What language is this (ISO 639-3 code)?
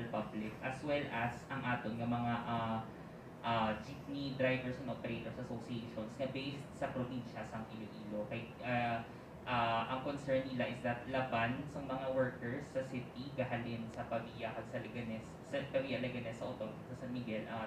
hil